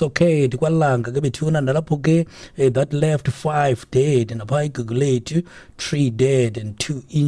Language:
Xhosa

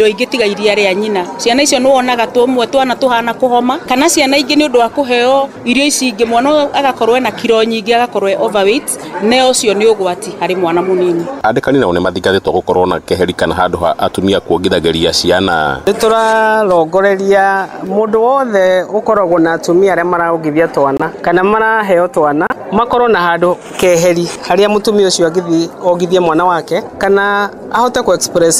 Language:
Kikuyu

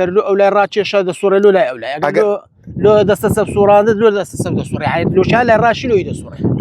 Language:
Central Kurdish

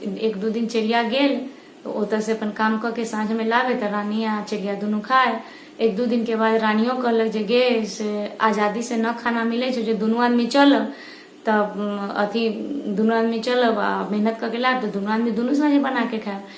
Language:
Maithili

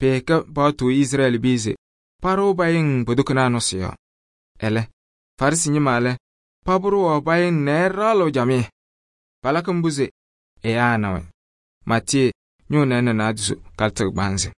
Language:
Kabiyè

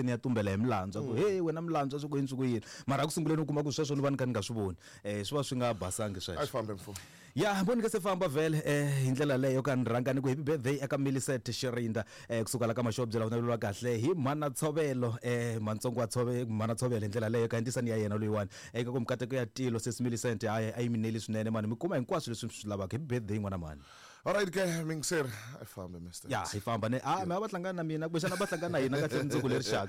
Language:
Tsonga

